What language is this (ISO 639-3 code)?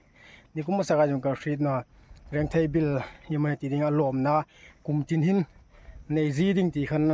hmr